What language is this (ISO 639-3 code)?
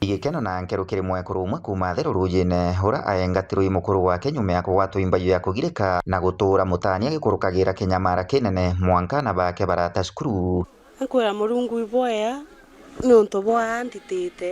mer